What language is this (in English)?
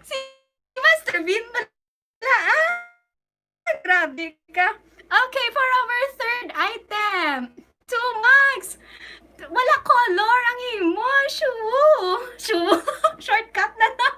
Hiligaynon